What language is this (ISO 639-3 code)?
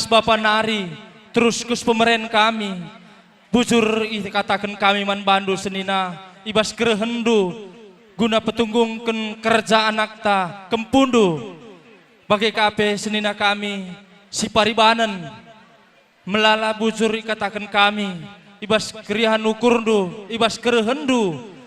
btx